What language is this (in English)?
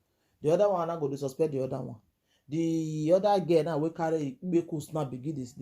Nigerian Pidgin